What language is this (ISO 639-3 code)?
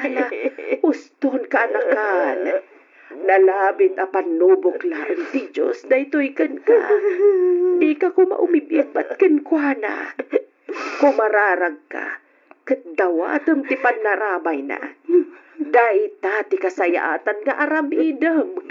ilo